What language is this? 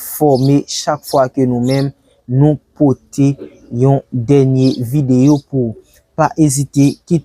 Haitian Creole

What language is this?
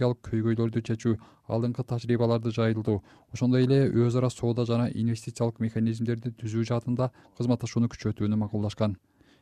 Kyrgyz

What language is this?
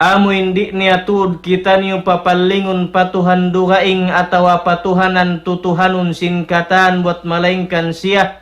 Tausug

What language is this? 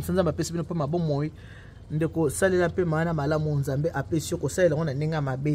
Lingala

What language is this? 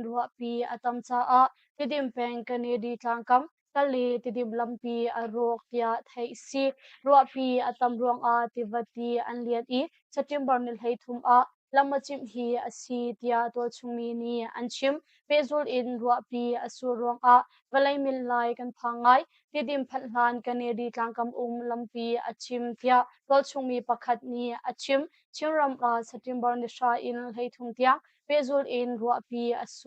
Hakha Chin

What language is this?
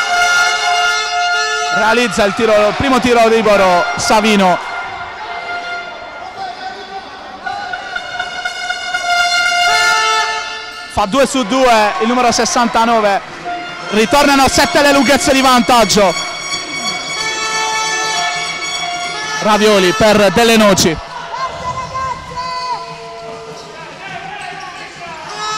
Italian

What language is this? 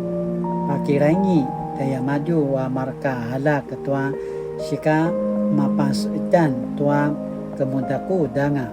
Paiwan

